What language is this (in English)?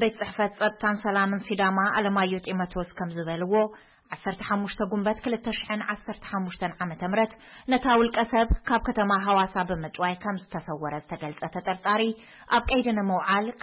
Tigrinya